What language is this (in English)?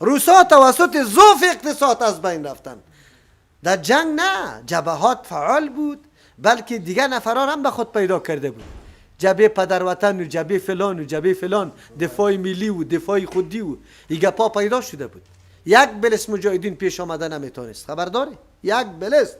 Persian